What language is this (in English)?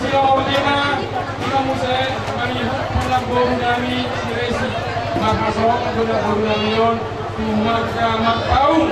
Batak Toba